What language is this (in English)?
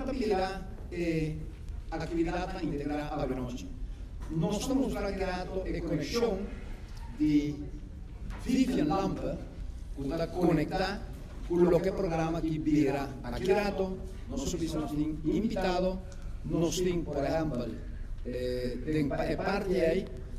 Papiamento